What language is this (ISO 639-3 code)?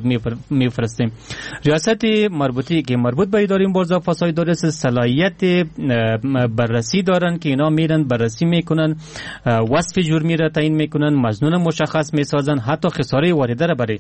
fas